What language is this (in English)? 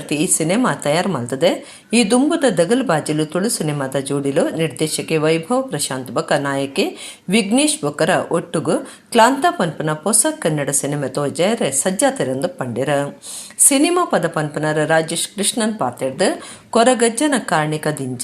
Tulu